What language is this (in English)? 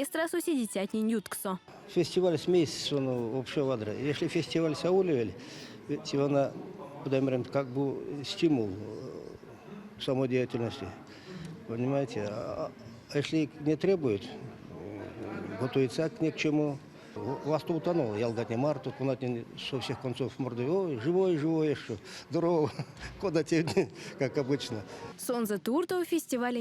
Erzya